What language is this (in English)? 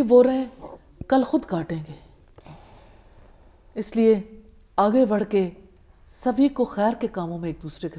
Urdu